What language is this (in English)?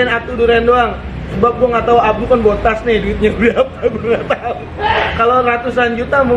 Betawi